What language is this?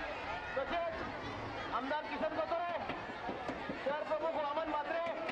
Marathi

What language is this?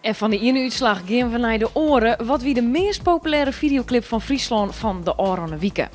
Western Frisian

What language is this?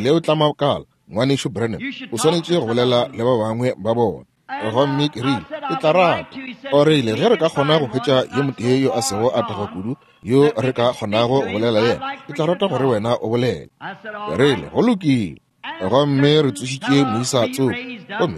Northern Sotho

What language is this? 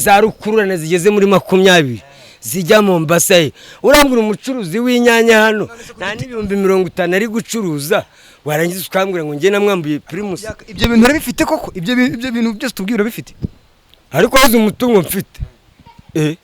Kinyarwanda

